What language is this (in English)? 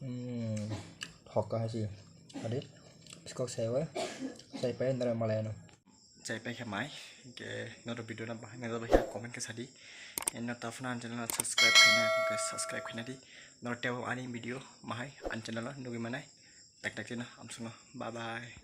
Kok Borok